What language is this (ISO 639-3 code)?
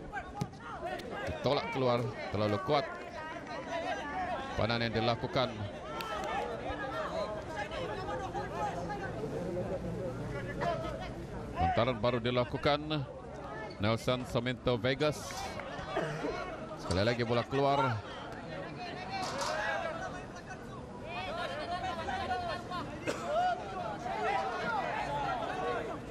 msa